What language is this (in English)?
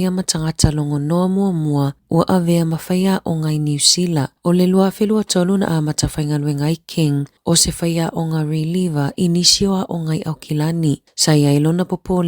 Samoan